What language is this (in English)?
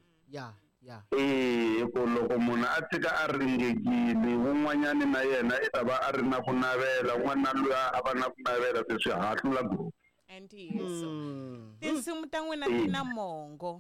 Tsonga